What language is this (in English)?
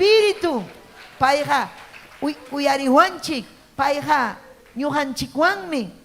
Ayacucho Quechua